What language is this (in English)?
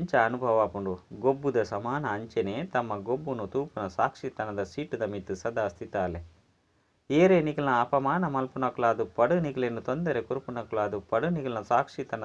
Tulu